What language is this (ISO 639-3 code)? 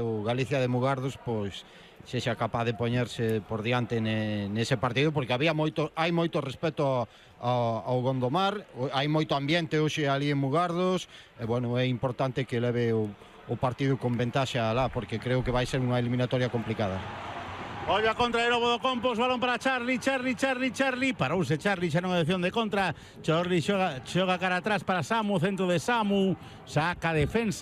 glg